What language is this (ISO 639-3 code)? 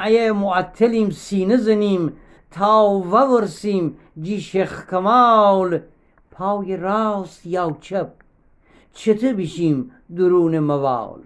glk